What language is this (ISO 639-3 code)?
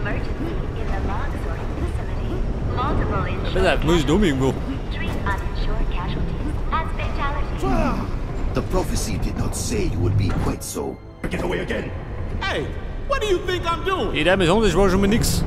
bar